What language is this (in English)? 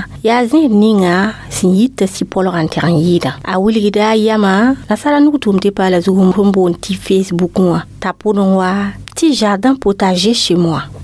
Mossi